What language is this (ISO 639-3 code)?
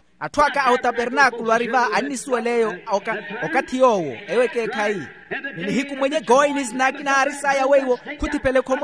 vmw